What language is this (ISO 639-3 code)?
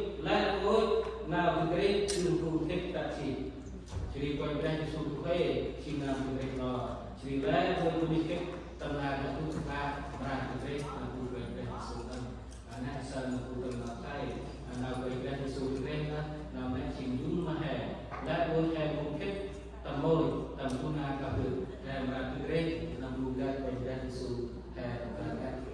cmo